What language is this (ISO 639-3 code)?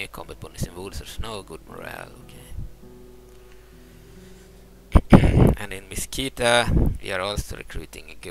eng